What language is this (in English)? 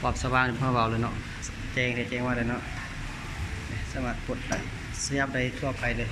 Lao